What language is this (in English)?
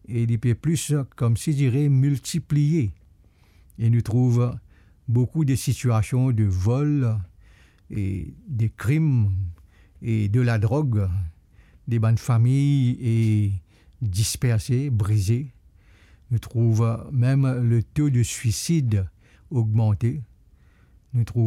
Morisyen